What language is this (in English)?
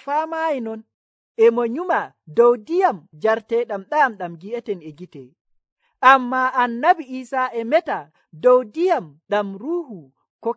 Nigerian Fulfulde